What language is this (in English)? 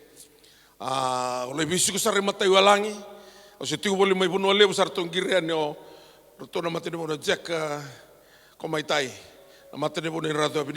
Fijian